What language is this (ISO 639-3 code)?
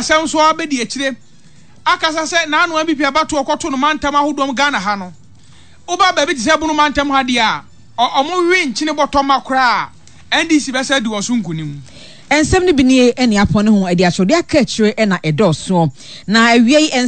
aka